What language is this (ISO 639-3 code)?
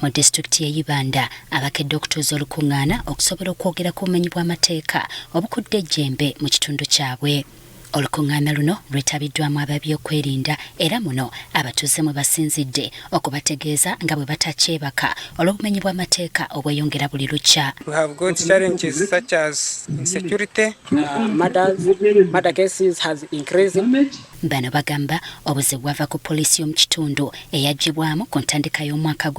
lug